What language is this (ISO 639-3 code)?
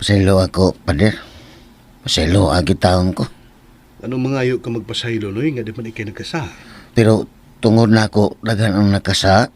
ceb